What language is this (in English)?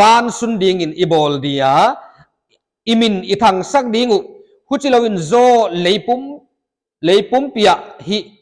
Paite Chin